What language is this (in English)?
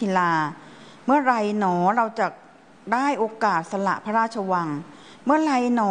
Thai